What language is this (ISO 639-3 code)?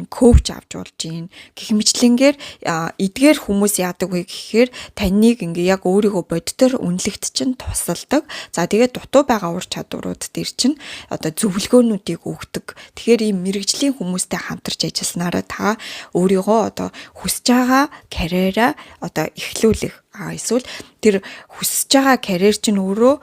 mon